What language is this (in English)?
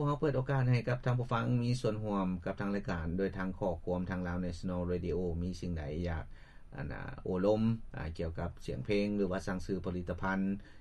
Lao